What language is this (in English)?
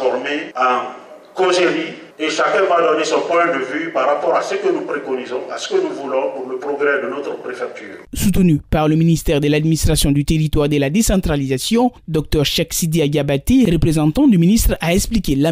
French